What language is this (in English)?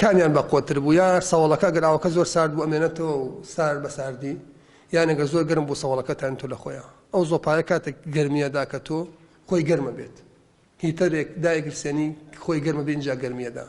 Central Kurdish